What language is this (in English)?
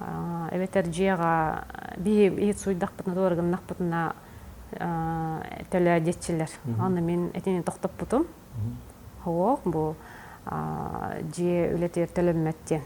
Yakut